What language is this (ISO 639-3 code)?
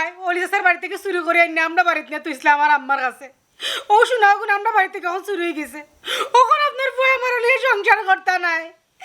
syl